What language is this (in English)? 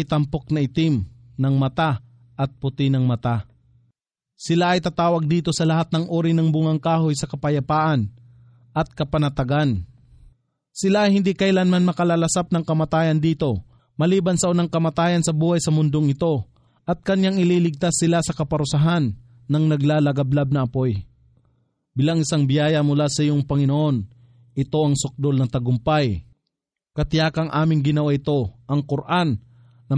Filipino